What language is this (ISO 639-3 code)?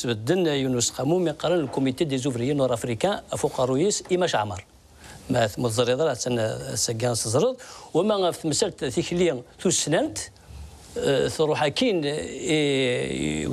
kab